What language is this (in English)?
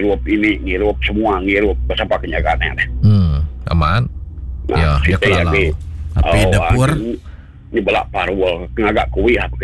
Iban